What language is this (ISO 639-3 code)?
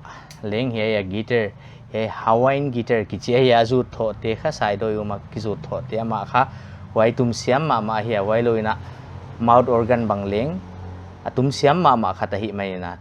pck